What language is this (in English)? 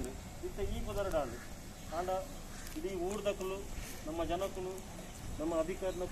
Tulu